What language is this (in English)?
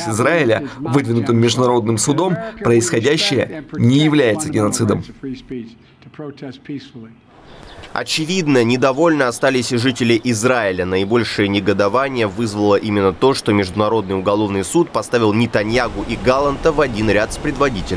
Russian